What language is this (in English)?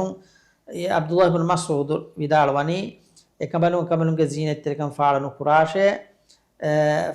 Divehi